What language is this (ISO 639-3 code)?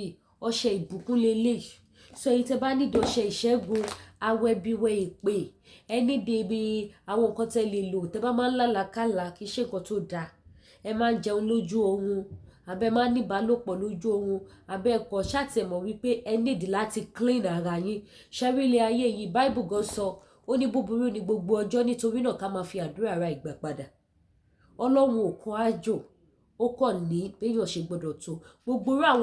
yor